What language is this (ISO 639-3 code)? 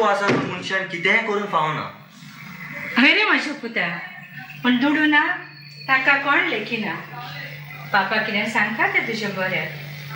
kok